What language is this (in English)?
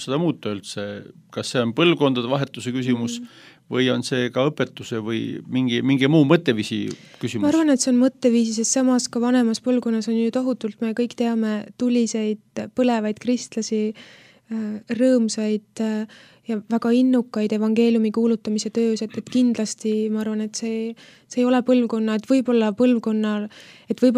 Estonian